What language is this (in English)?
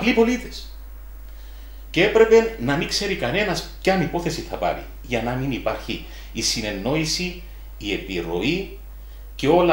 Greek